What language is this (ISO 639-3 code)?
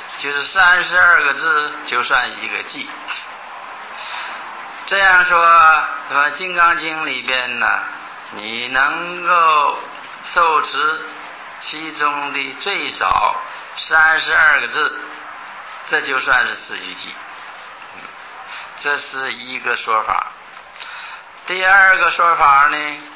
zho